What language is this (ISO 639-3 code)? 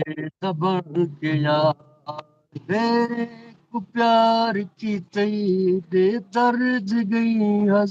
skr